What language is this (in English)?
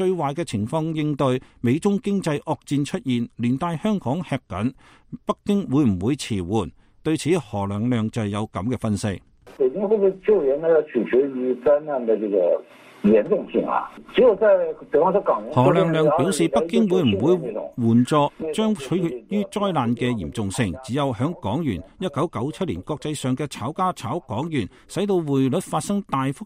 Cantonese